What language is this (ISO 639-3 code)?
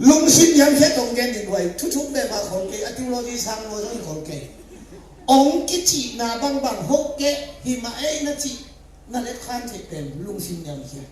ctd